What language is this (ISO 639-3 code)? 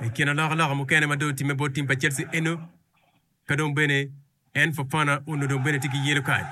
ach